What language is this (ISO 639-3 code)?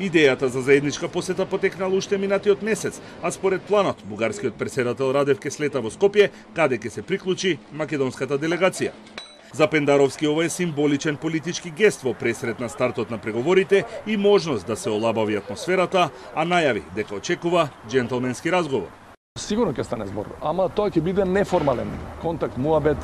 mkd